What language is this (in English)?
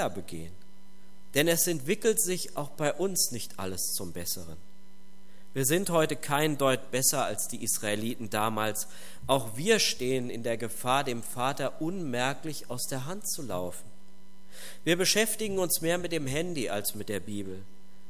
German